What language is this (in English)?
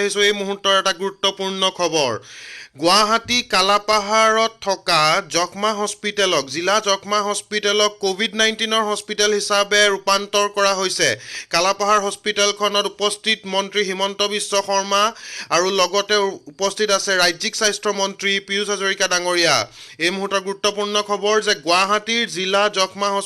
Assamese